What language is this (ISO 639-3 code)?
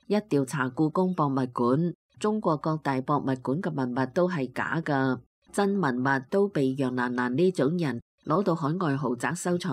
yue